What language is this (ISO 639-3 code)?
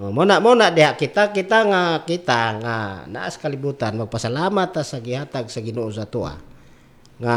ceb